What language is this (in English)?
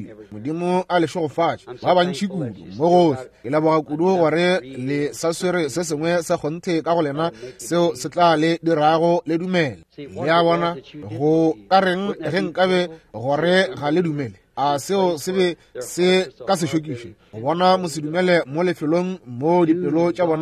Northern Sotho